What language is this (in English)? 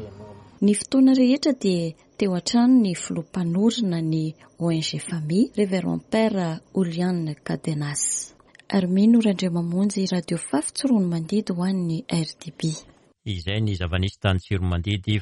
Malagasy